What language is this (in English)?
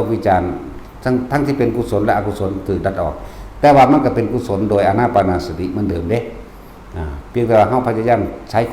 Northeastern Thai